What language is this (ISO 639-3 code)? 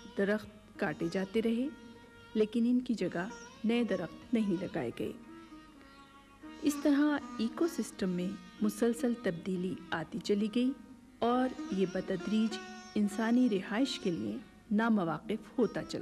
urd